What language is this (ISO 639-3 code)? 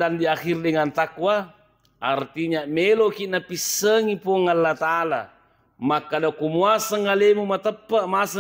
bug